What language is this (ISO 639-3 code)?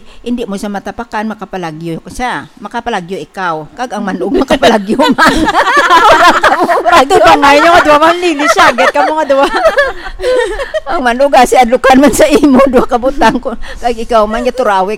hil